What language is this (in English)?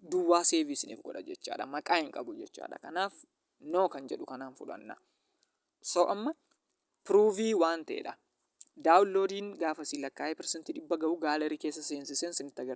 Oromo